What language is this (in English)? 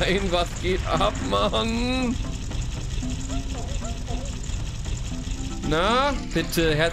German